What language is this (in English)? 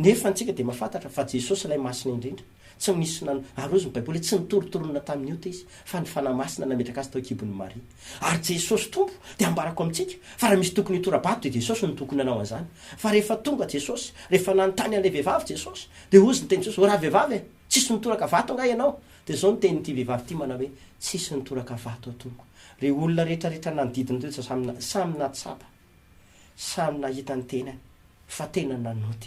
Malagasy